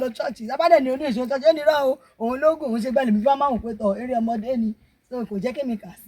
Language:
Yoruba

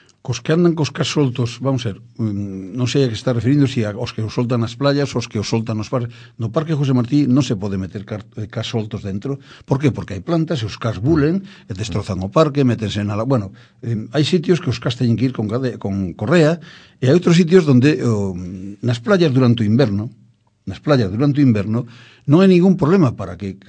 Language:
Galician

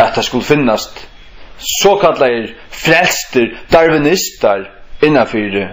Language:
Faroese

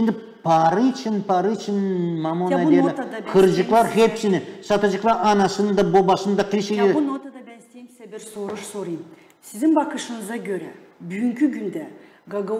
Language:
Gagauz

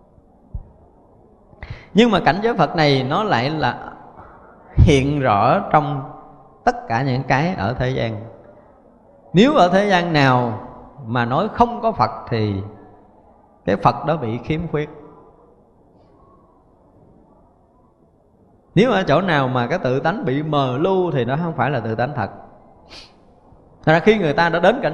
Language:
Vietnamese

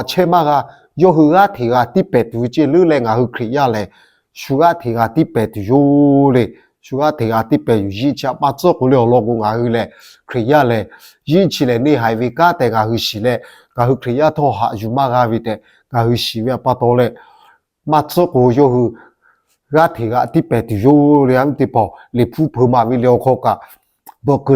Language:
Lahu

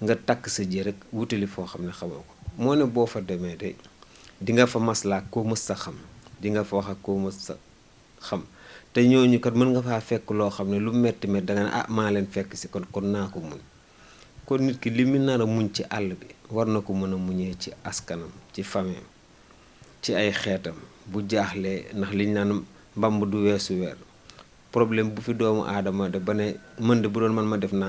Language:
Wolof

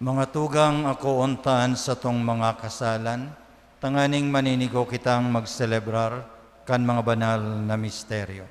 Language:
Bikol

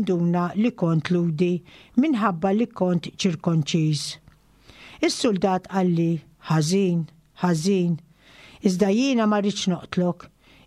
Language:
Maltese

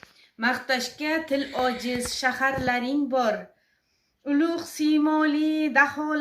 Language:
Uzbek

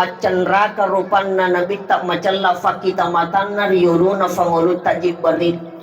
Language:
Buginese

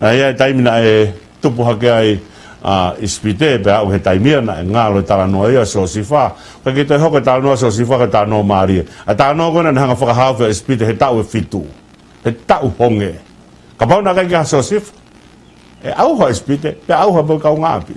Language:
Tongan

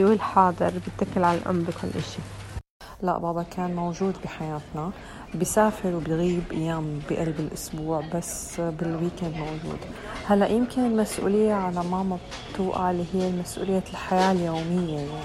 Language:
North Levantine Arabic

